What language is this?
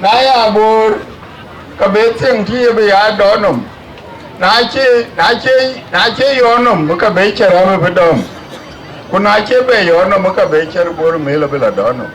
Dinka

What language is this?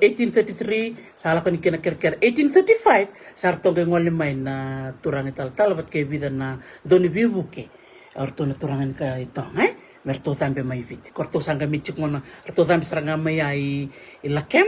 Fijian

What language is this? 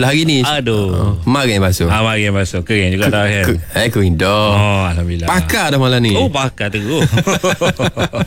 Malay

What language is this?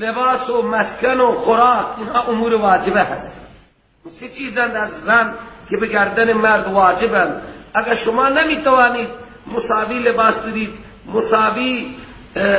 Persian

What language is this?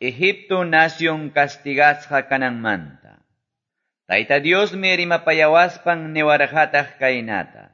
Quechua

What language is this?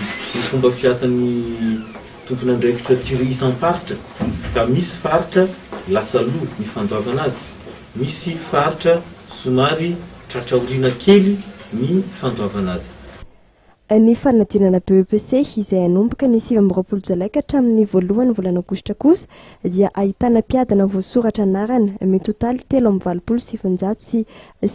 Malagasy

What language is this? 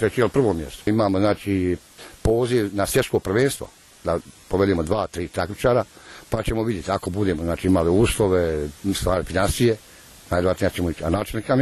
Bosnian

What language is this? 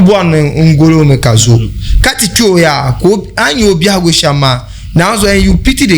Dagbani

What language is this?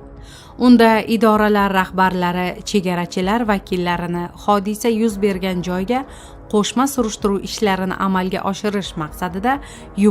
Uzbek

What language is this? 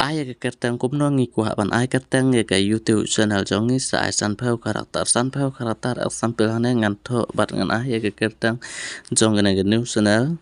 Khasi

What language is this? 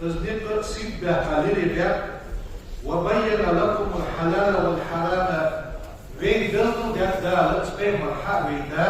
Ingush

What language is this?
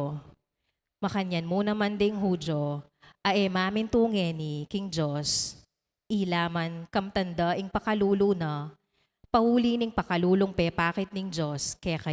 Pampanga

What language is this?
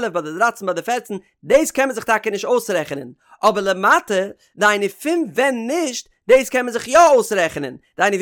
Yiddish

